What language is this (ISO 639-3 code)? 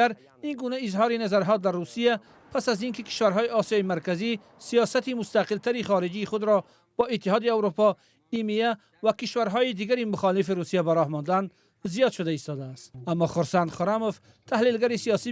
tgk